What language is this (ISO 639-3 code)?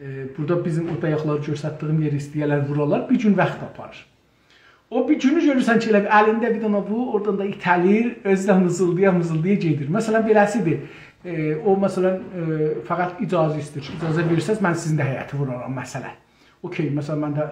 azb